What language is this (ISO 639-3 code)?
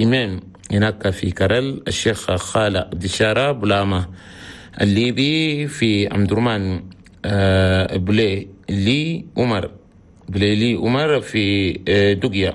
shu